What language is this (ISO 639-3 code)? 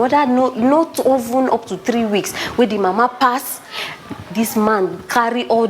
pcm